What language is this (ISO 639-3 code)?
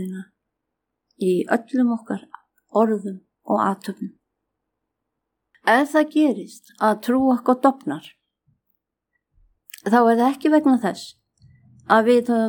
isl